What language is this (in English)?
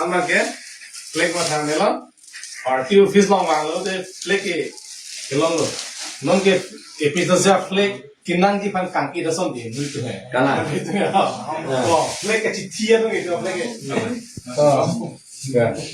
Karbi